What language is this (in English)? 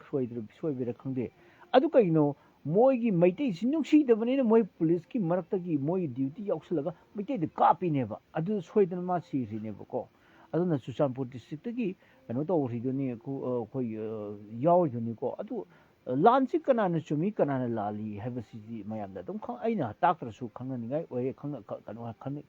Manipuri